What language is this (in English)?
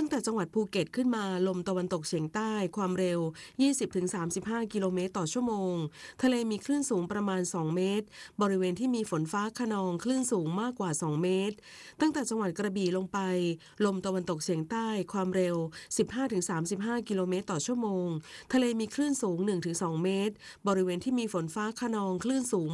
Thai